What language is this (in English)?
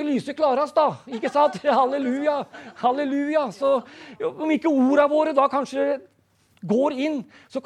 Norwegian